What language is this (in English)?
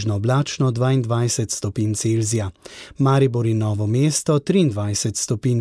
Slovenian